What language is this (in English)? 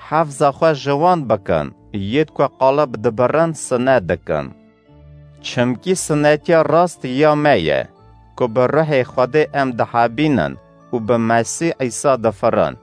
Kurdish